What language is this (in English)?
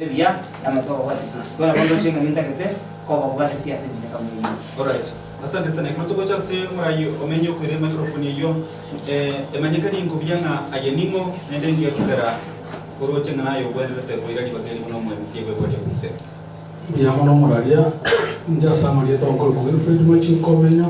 Gusii